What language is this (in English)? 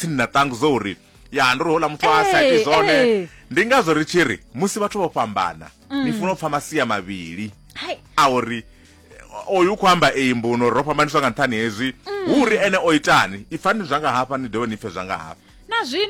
Venda